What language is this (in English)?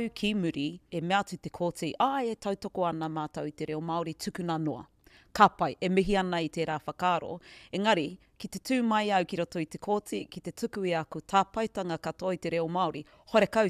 Māori